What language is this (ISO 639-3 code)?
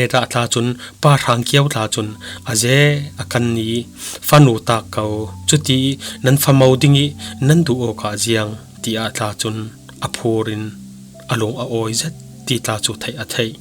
cfm